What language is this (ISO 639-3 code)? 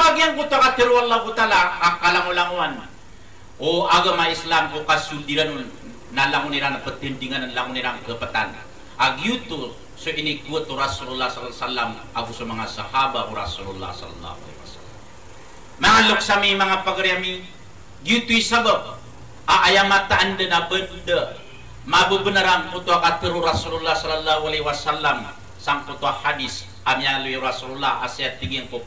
mrw